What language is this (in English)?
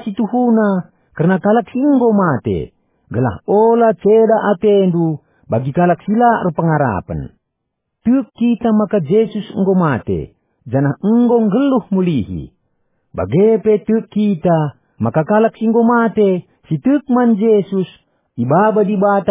Batak Karo